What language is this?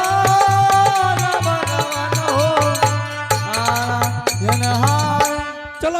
Angika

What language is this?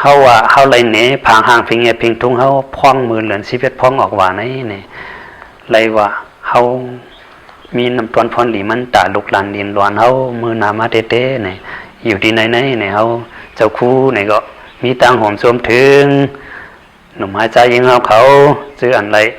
Shan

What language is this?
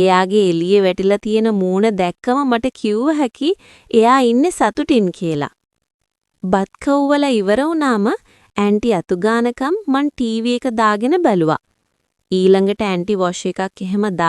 Sinhala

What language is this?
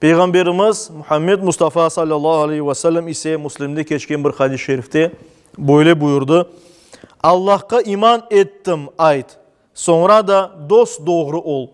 Crimean Tatar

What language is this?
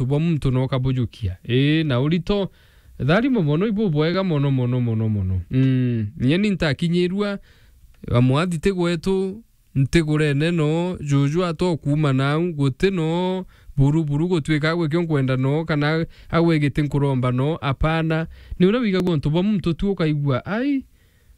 Meru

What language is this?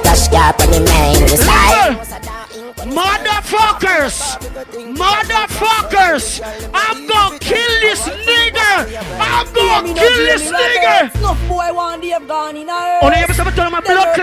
Jamaican Creole English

